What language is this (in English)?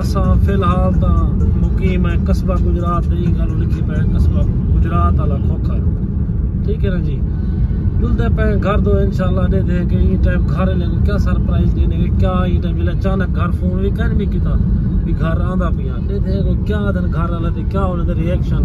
Saraiki